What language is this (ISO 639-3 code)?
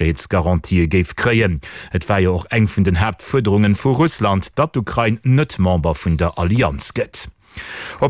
ltz